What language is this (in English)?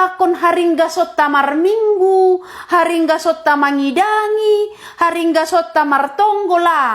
Batak Simalungun